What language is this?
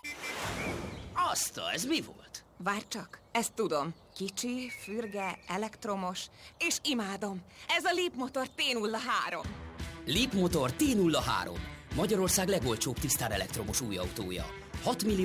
Hungarian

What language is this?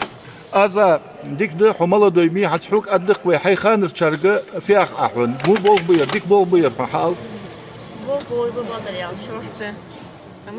Ingush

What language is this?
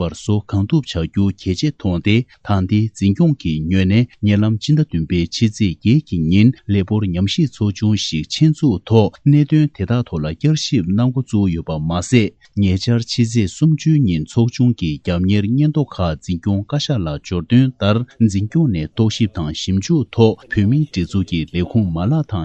Tibetan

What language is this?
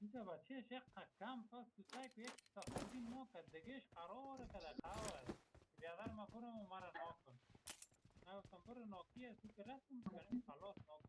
Persian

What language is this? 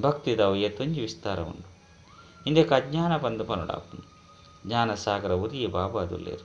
Tulu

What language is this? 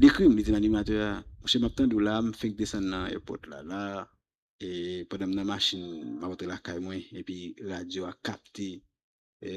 Haitian Creole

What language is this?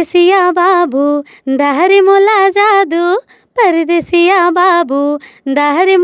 Chhattisgarhi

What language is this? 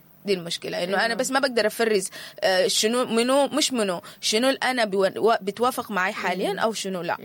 Sudanese Arabic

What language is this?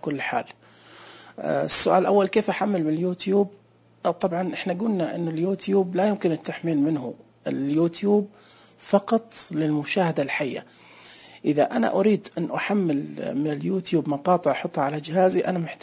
Najdi Arabic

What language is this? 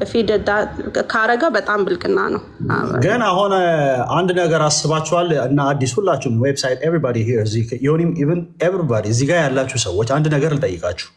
Amharic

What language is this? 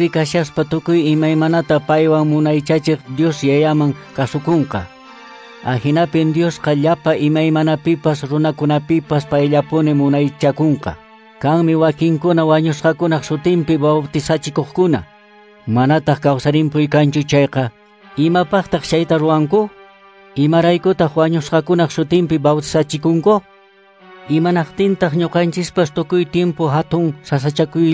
Quechua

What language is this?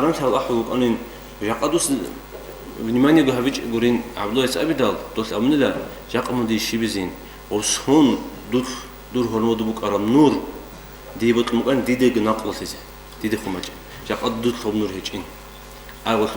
Avaric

